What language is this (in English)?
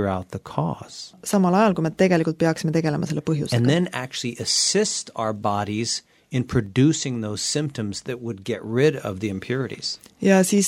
Estonian